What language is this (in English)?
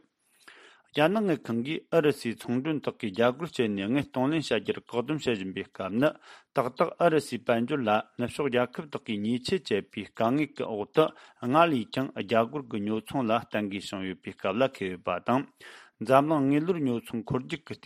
Tibetan